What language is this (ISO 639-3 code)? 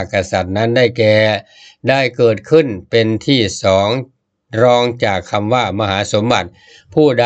tha